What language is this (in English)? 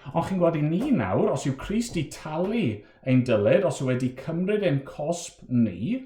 Welsh